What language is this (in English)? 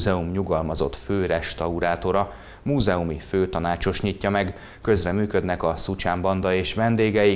Hungarian